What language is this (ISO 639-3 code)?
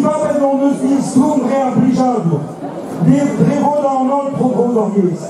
bre